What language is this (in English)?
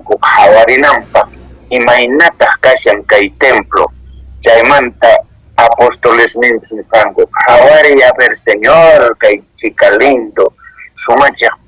Quechua